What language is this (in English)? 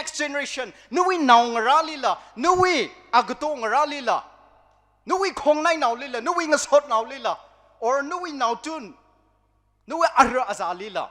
Tangkhul Naga (India)